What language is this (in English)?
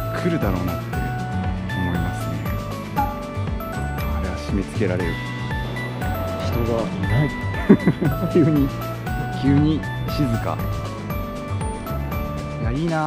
Japanese